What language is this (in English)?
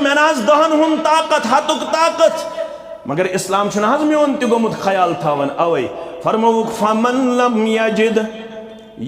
Kashmiri